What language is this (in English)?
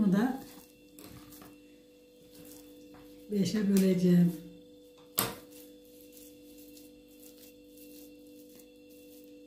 Turkish